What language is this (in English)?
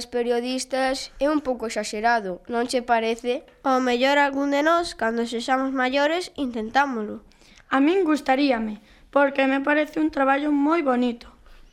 Galician